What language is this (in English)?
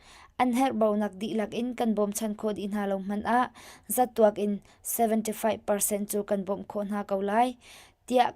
Hakha Chin